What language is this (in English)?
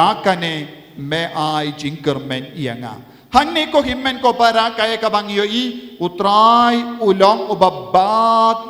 Khasi